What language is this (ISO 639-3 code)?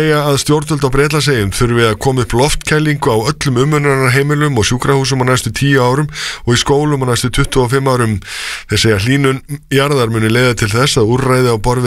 isl